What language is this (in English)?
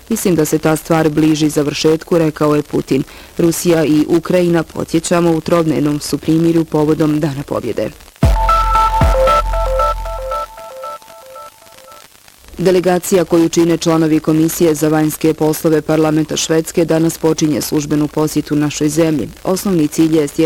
Bosnian